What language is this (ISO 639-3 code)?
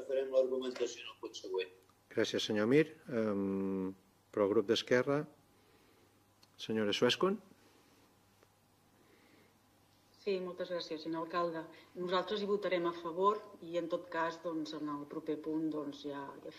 cat